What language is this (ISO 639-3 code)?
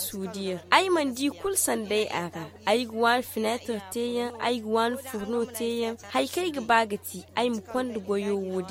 dje